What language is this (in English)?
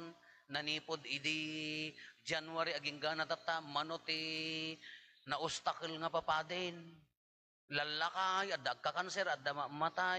Iloko